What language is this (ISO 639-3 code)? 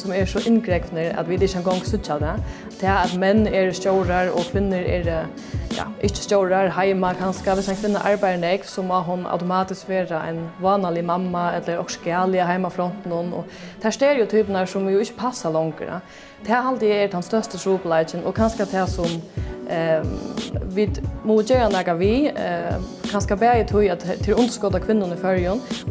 fao